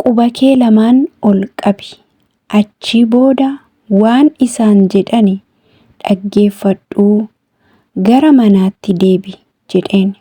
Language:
Oromo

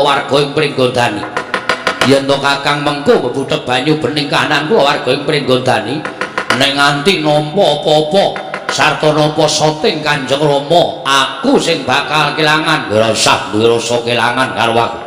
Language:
Javanese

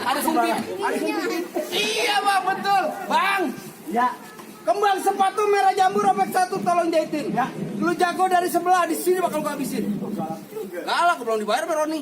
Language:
Betawi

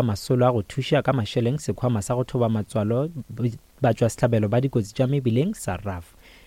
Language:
Northern Sotho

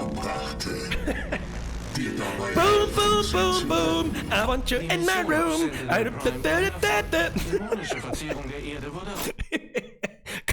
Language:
Bavarian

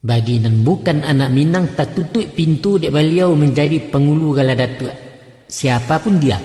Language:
Minangkabau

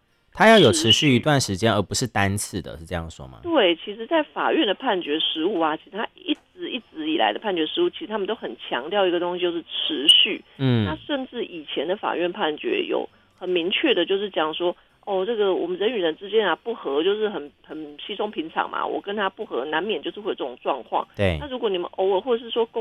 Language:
Chinese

